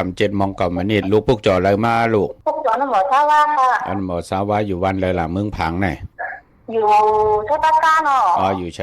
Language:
Shan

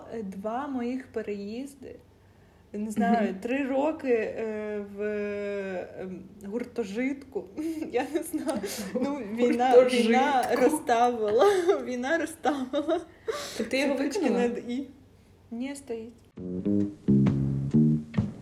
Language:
Ukrainian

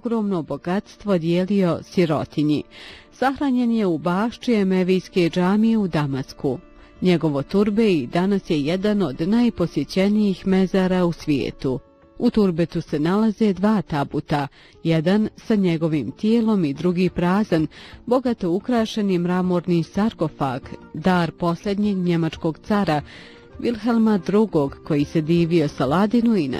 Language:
Bosnian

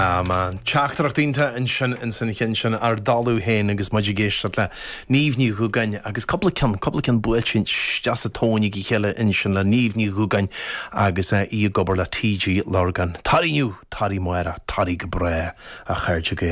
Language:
Irish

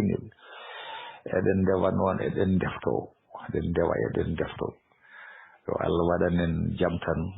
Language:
Fula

